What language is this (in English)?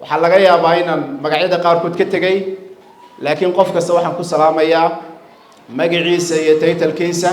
Somali